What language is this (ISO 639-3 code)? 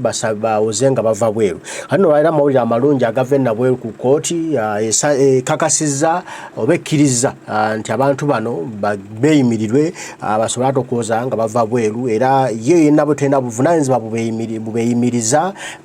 lug